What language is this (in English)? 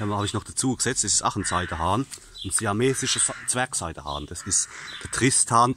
Palatine German